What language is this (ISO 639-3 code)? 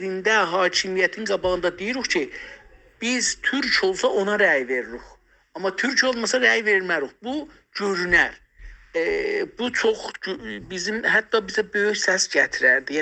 azb